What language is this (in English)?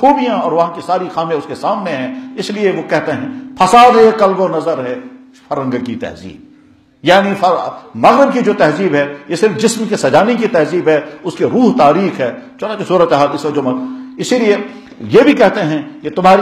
Urdu